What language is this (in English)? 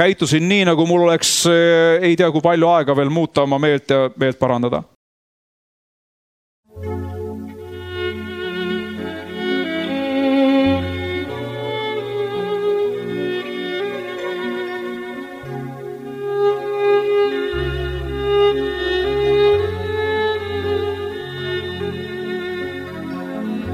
Estonian